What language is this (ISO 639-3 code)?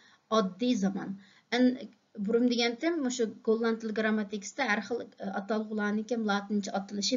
uig